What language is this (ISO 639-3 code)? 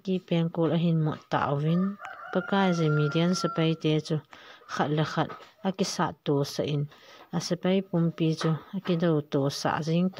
tcz